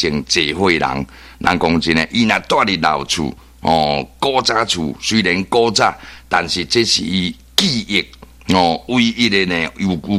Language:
Min Nan Chinese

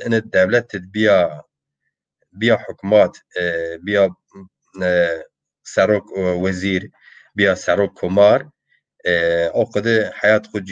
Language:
Zaza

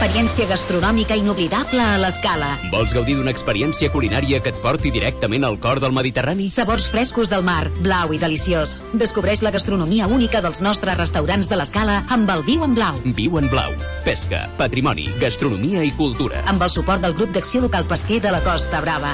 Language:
Catalan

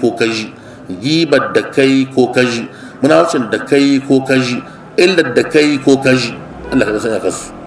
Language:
Hausa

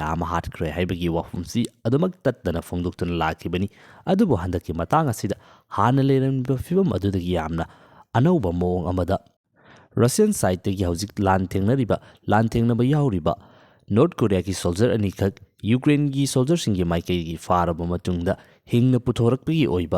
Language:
Manipuri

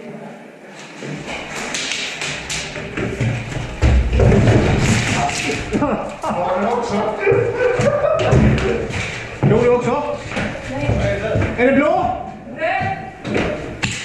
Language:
Swedish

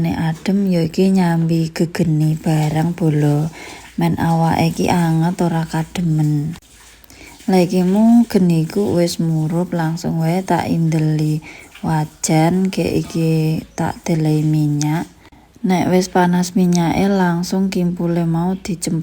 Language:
Javanese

